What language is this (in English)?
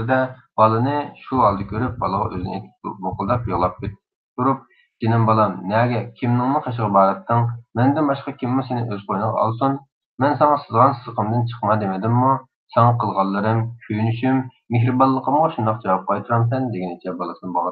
Uyghur